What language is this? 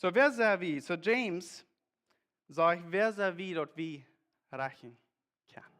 Plautdietsch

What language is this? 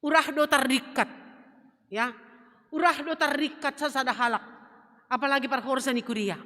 Batak Simalungun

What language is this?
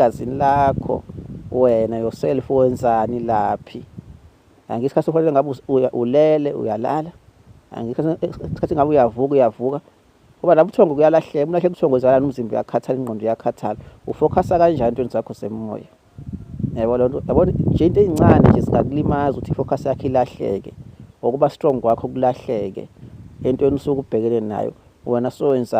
Zulu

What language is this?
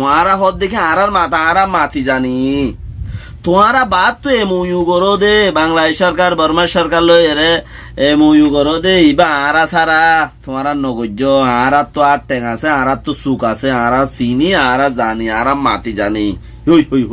Rohingya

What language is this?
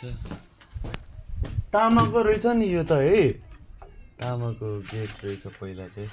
Nepali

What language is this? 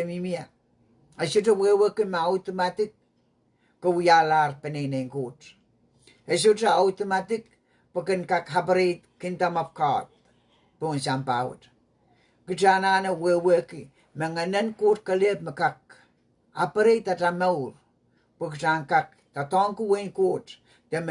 Pohnpeian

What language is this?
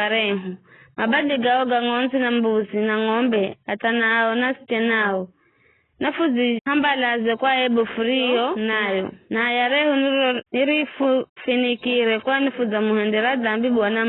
Giryama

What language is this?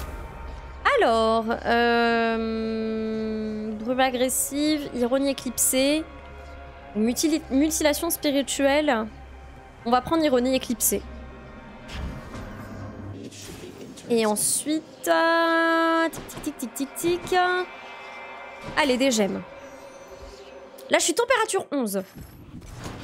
French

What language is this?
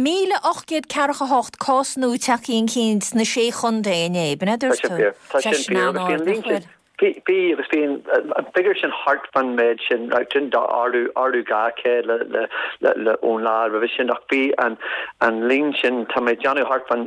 Irish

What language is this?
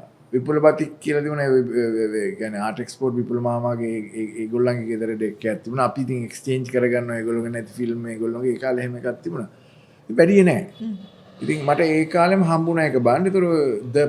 Sinhala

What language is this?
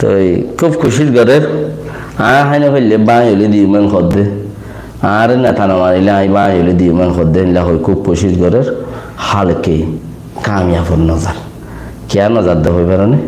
Rohingya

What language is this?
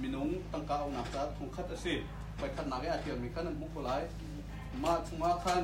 Hakha Chin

